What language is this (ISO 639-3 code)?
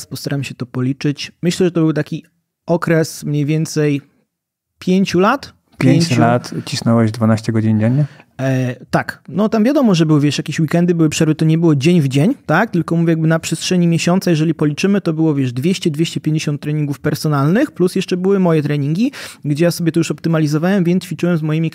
pol